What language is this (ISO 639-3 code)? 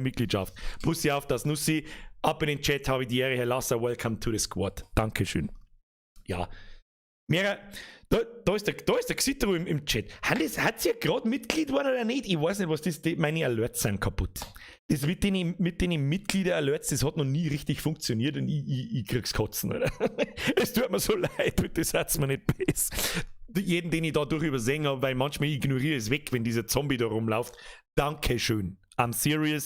bar